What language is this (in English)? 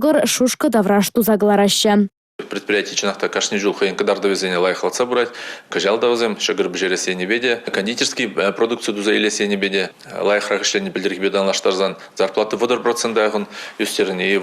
Chuvash